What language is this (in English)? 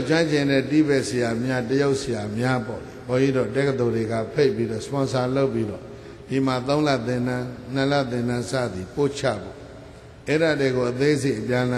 Burmese